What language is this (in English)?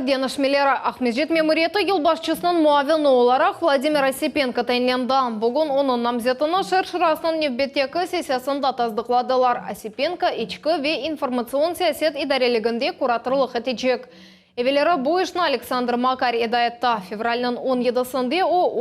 Crimean Tatar